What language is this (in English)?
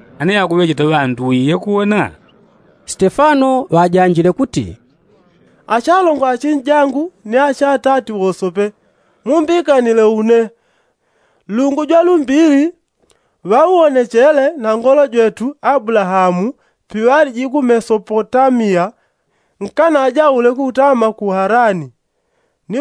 Yao